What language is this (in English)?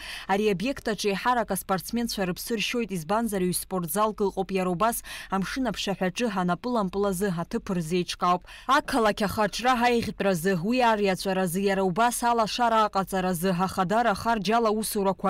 Abkhazian